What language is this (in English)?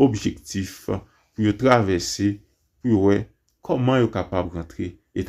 Haitian Creole